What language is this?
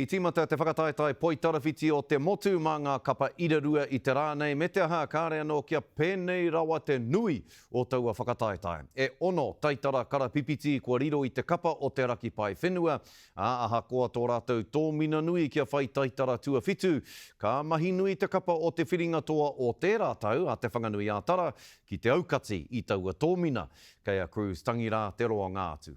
Māori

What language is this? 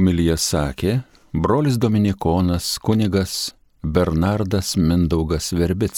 Lithuanian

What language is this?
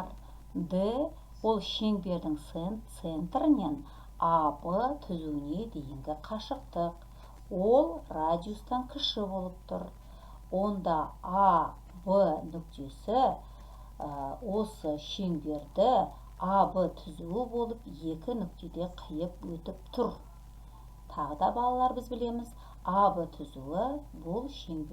Kazakh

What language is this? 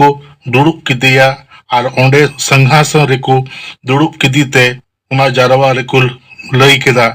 Santali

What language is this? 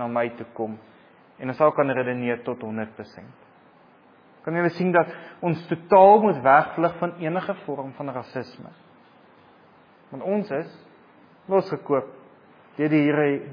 Afrikaans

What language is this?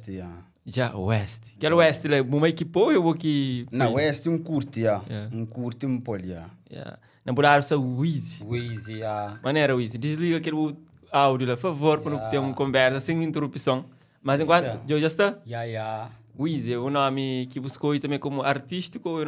Kabuverdianu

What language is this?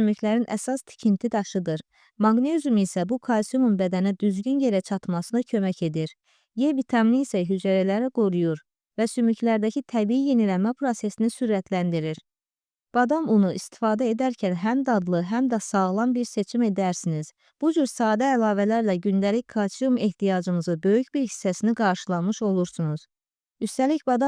Azerbaijani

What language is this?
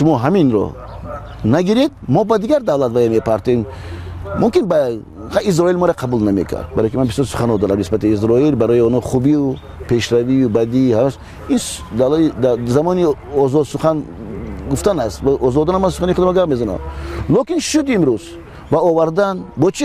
Tajik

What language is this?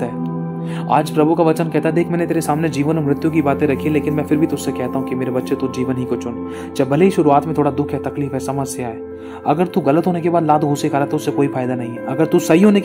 Hindi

